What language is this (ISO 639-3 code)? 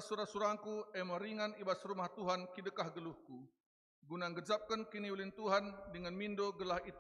btx